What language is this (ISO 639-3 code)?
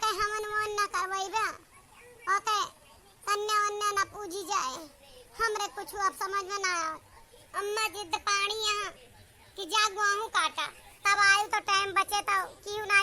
awa